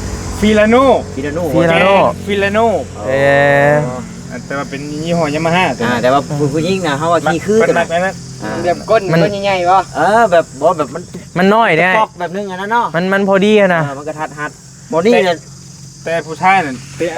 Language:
Northeastern Thai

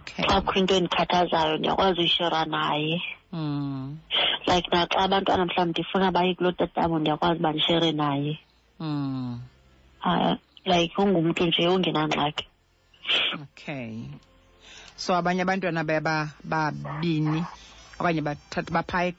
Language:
Xhosa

